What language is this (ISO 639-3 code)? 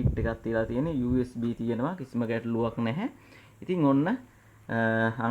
sin